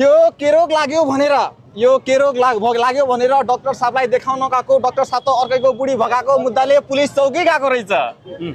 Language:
Nepali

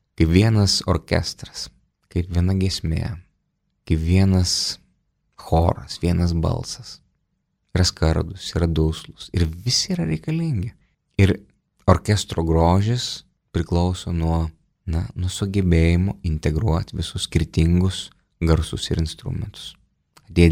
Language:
Lithuanian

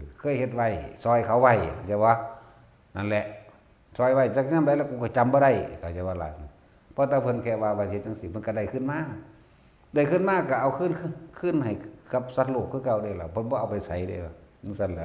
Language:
Northeastern Thai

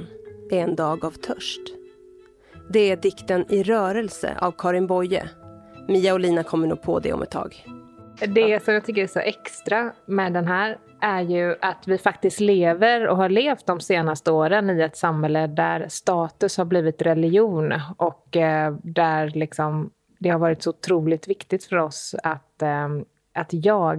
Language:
Swedish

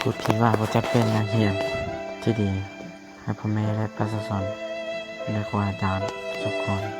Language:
Lao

